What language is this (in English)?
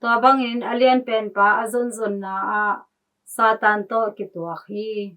Tedim Chin